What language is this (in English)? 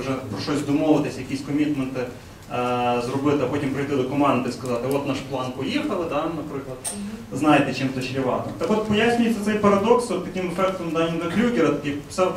Ukrainian